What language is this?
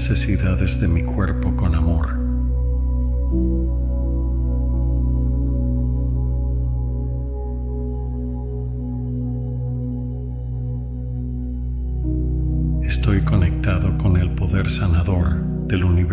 Spanish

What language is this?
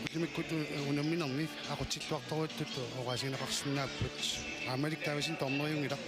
Kalaallisut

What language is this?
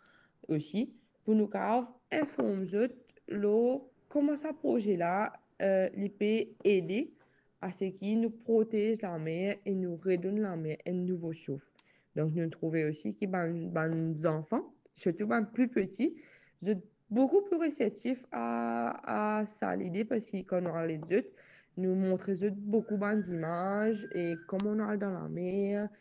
Morisyen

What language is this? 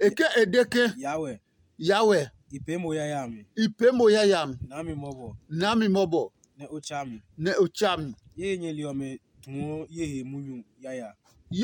Adangme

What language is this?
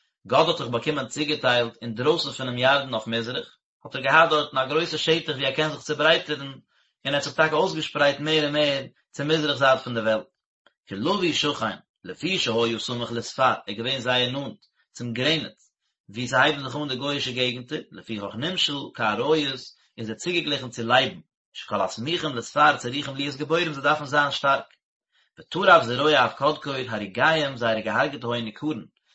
Yiddish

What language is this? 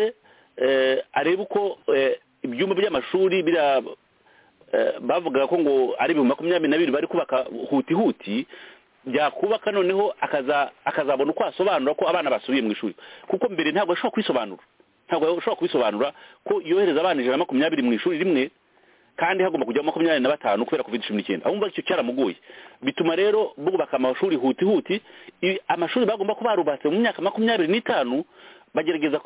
Kinyarwanda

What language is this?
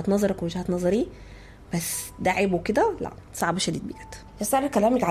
Sudanese Arabic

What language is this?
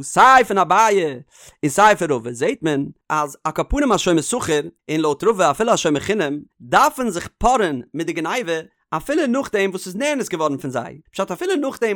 Yiddish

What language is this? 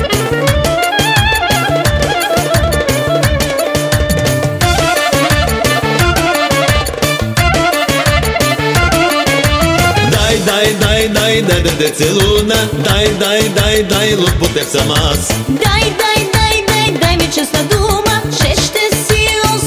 Bulgarian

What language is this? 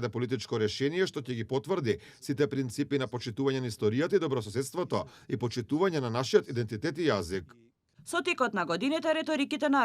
Macedonian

